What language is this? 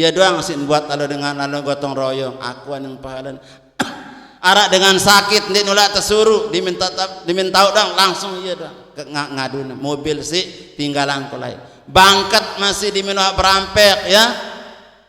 Sasak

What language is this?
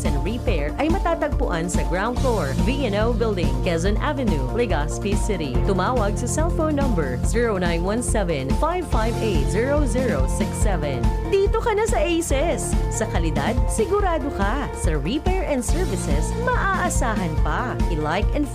Bikol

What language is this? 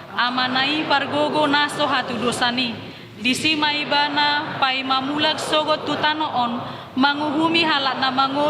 Batak Toba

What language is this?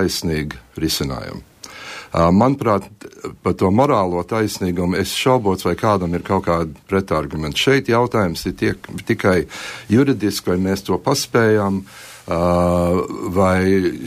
Latvian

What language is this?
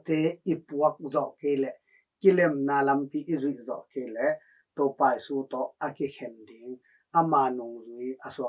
Tedim Chin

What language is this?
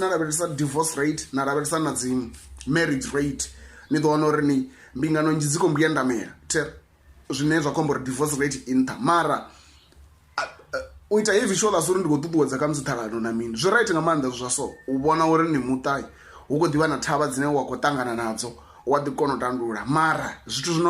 Venda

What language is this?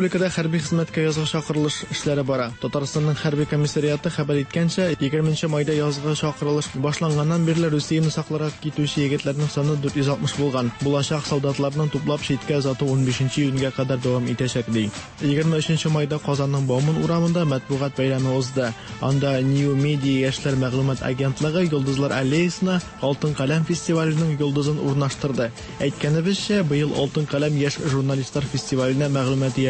Tatar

